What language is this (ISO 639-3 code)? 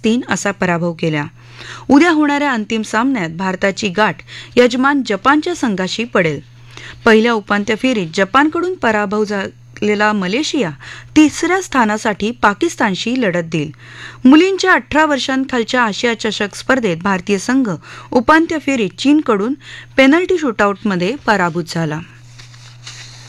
mar